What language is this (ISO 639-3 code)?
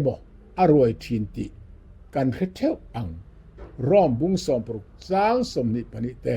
lus